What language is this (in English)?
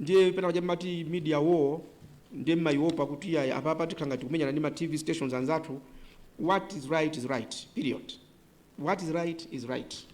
Nyanja